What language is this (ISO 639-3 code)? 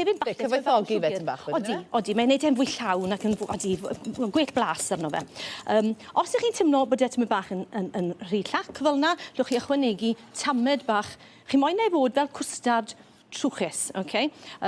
cym